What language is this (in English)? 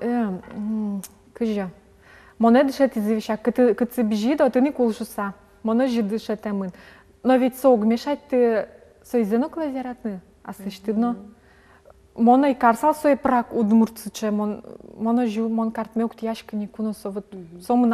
Udmurt